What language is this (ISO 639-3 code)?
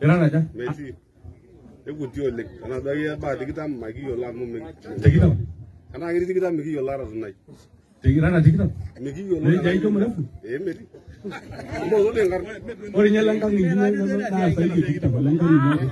mas